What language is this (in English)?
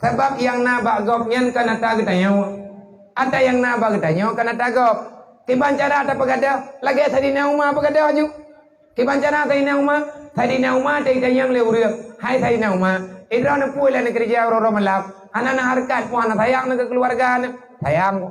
Achinese